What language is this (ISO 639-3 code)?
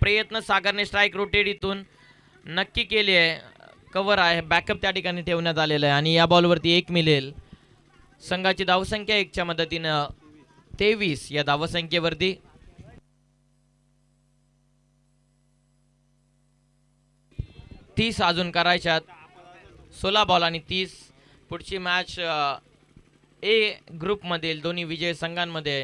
mar